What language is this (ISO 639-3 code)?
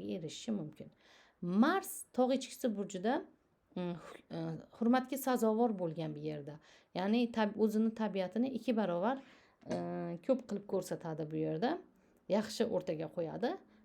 uzb